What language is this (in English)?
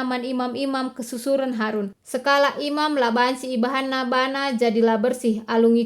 Batak Karo